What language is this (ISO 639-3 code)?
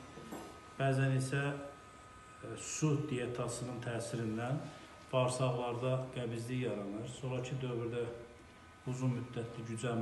aze